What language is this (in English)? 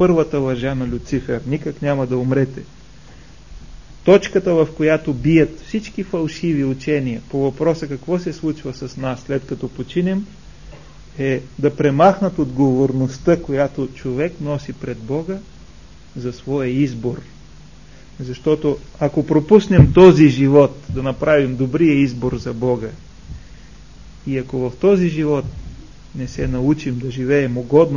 Bulgarian